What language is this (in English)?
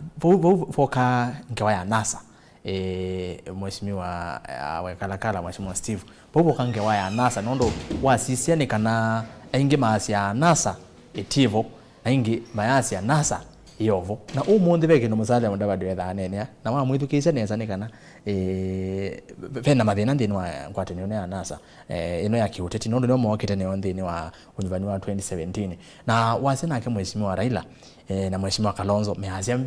Kamba